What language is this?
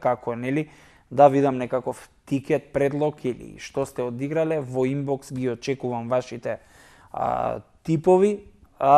Macedonian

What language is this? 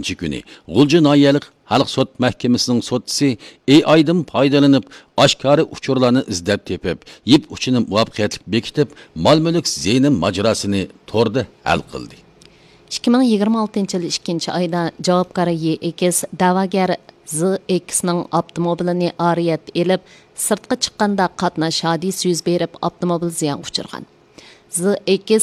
Uyghur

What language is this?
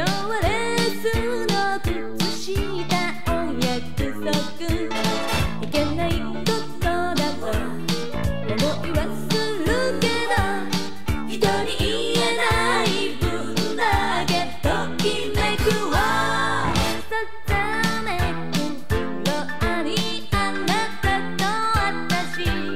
Japanese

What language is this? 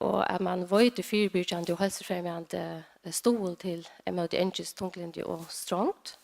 Faroese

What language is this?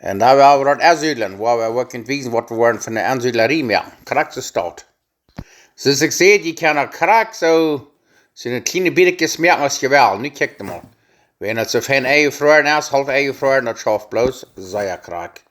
Plautdietsch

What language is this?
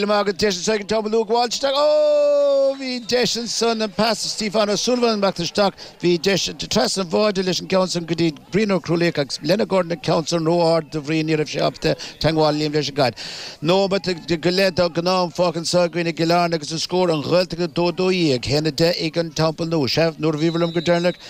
Irish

